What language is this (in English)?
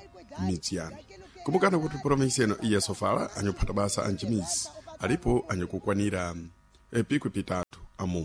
Sena